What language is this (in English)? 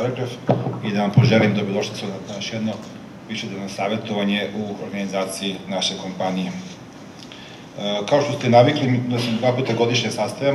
Serbian